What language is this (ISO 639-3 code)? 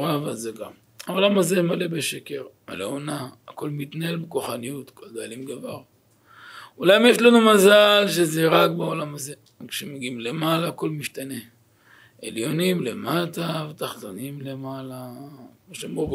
heb